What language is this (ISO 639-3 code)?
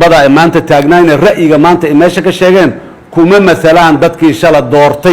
som